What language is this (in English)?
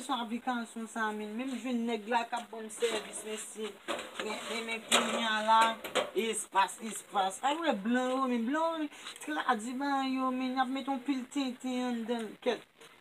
Haitian Creole